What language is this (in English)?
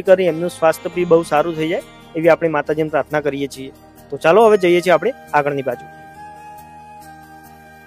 Gujarati